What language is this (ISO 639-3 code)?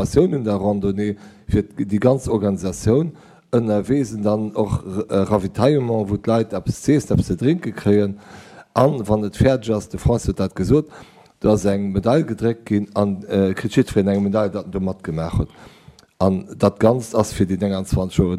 ltz